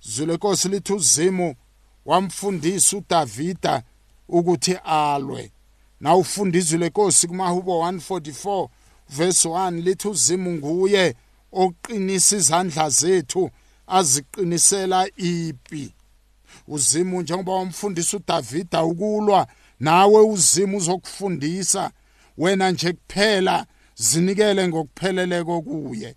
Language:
South Ndebele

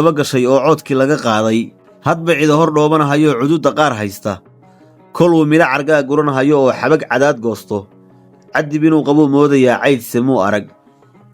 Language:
Somali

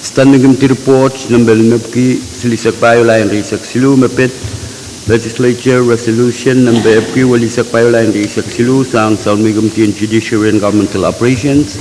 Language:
Pohnpeian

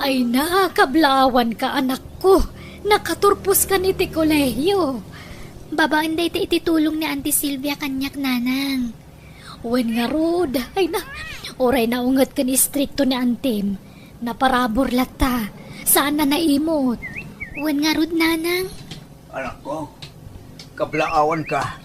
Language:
Iloko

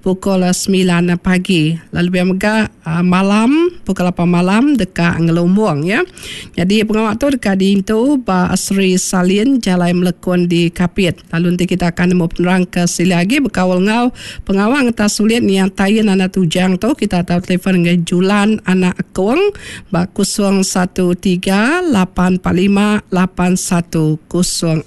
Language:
Iban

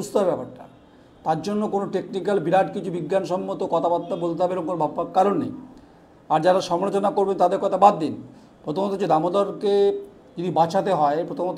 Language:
Bangla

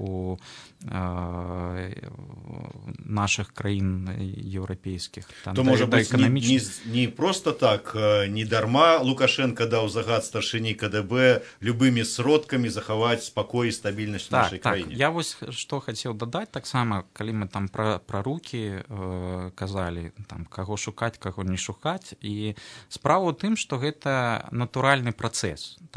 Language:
Belarusian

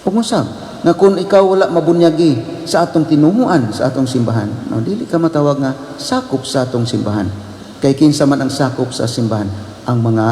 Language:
Cebuano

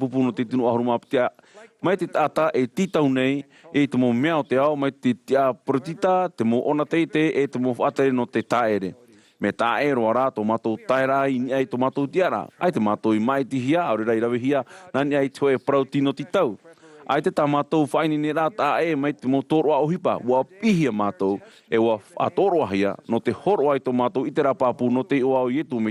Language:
Tahitian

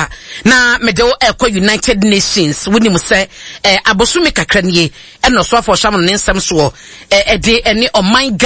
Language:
Akan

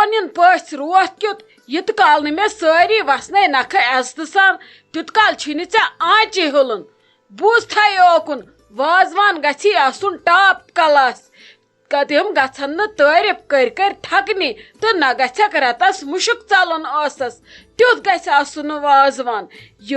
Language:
Kashmiri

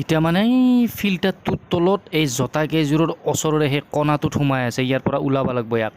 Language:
Assamese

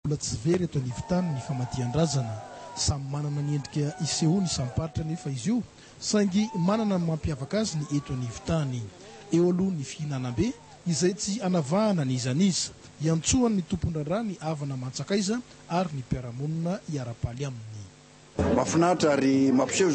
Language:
Malagasy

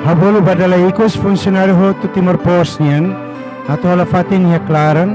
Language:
Tetum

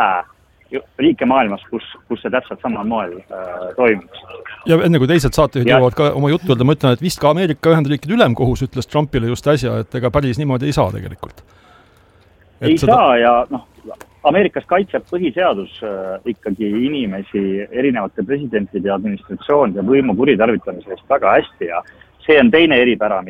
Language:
Estonian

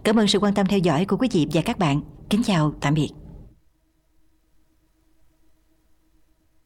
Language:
Vietnamese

